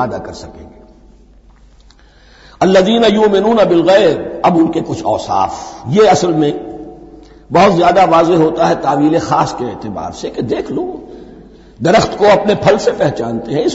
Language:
Urdu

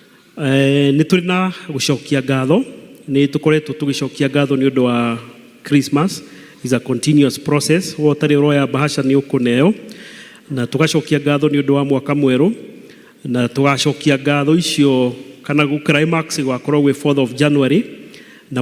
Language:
Kikuyu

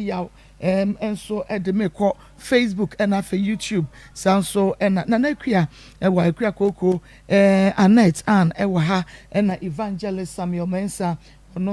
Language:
Akan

